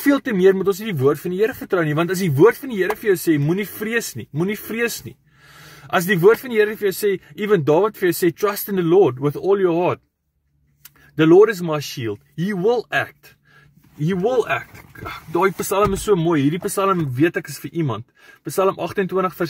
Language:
Afrikaans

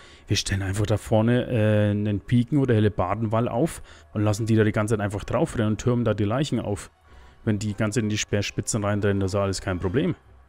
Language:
German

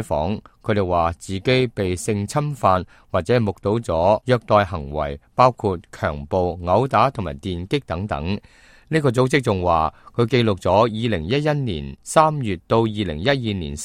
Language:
Cantonese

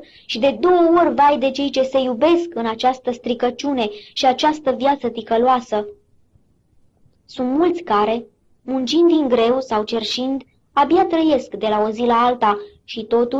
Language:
Romanian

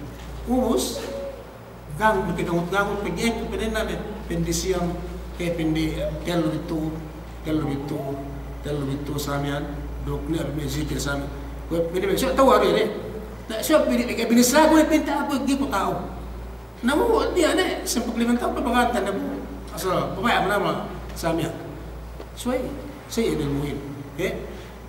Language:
Yakan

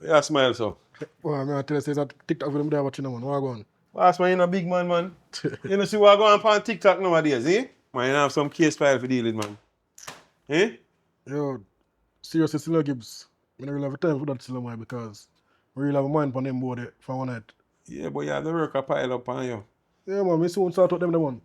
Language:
Jamaican Creole English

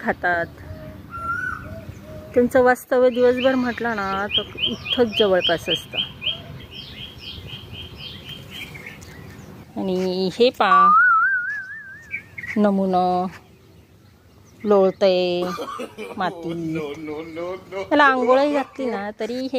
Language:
Marathi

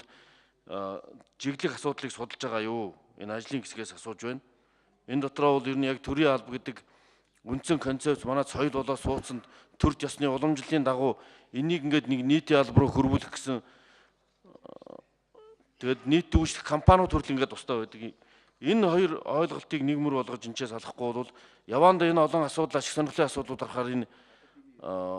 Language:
Mongolian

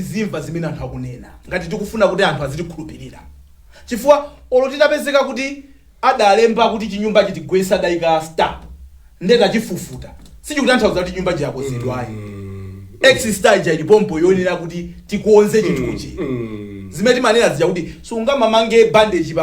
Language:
Nyanja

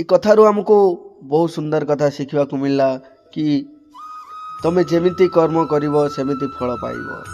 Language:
Odia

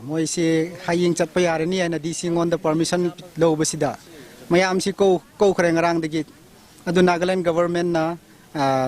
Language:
Manipuri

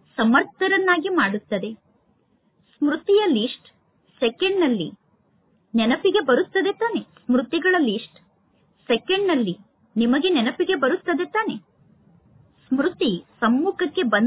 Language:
Kannada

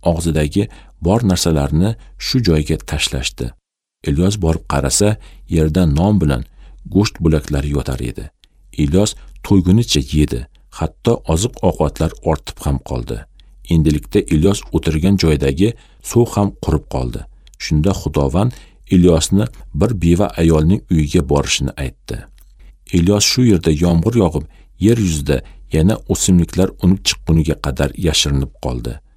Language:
Uzbek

